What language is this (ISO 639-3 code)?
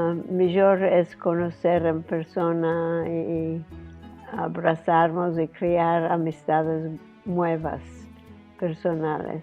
lad